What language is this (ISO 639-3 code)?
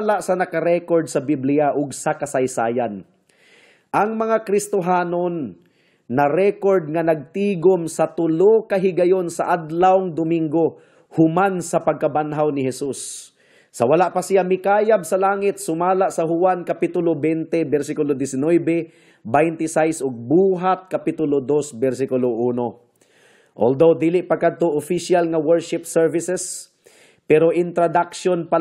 ceb